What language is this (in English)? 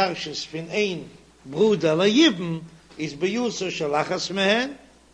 Yiddish